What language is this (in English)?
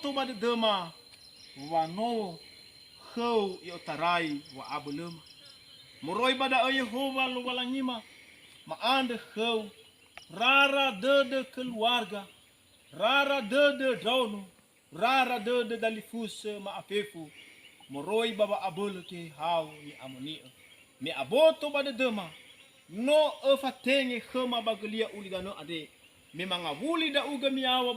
Nias